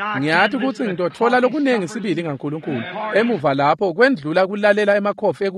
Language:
Swati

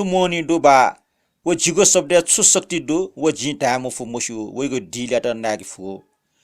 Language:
Newari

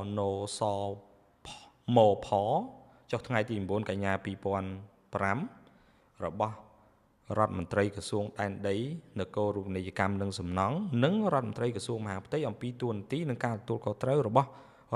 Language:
Khmer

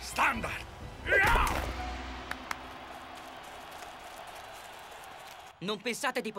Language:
Italian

